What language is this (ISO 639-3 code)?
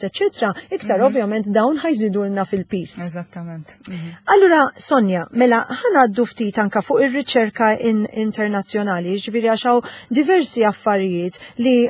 mlt